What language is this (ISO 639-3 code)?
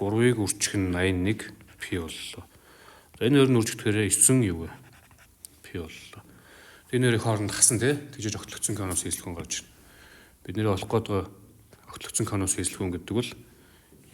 mon